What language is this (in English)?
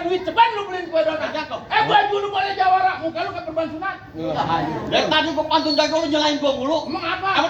Betawi